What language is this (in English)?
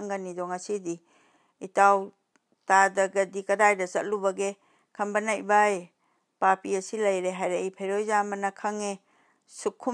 Manipuri